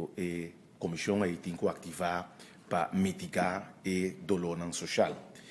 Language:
Papiamento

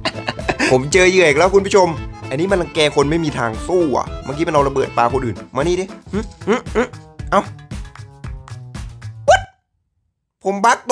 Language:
Thai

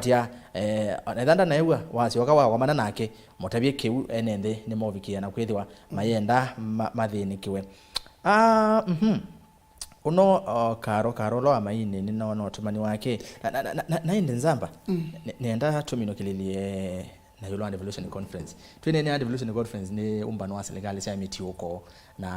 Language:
Kamba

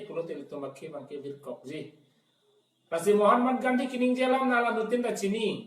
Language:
Karbi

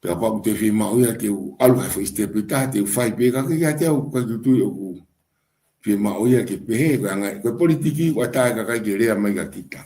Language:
Tongan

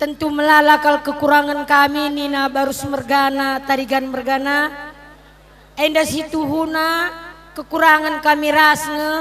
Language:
Batak Karo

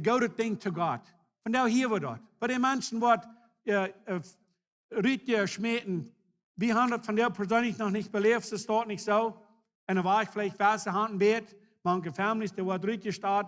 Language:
Plautdietsch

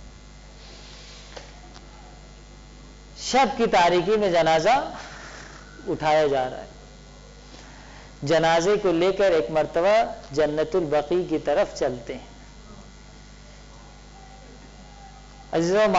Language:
Urdu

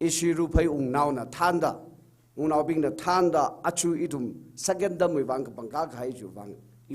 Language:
Tangkhul Naga (India)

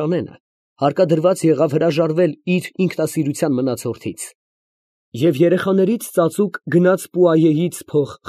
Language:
Armenian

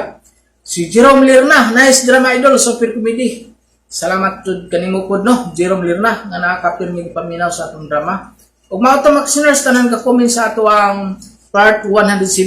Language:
Cebuano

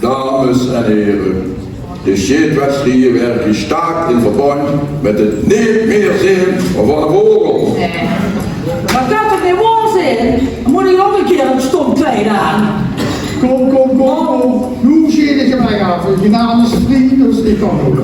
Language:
Limburgish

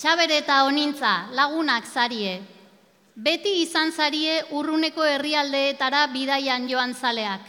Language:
Basque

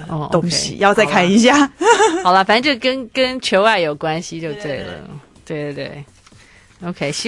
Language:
Chinese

